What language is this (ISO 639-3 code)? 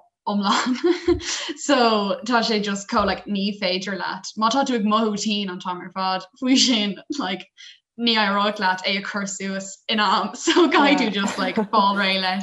gle